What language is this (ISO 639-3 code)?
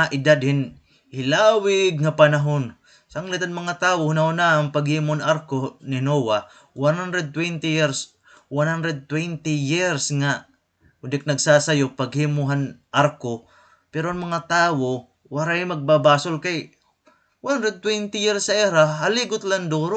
war